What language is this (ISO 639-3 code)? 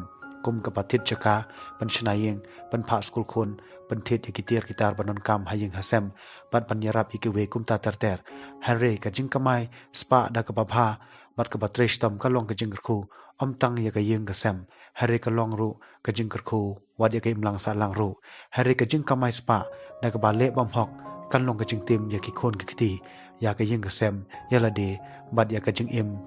kha